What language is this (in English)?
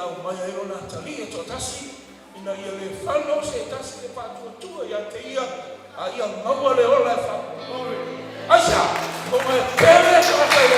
Samoan